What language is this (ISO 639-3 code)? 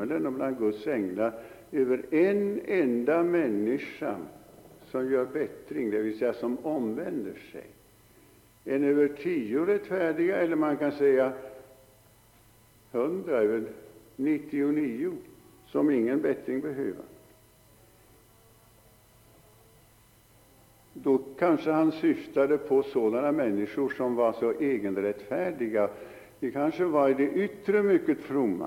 swe